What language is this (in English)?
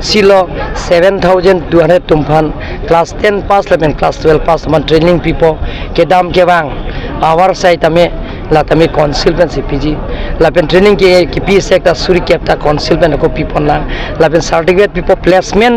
Karbi